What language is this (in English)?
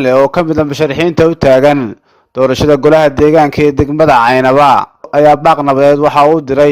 Somali